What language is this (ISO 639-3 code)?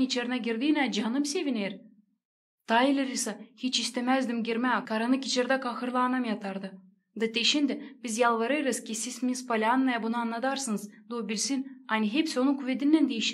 gag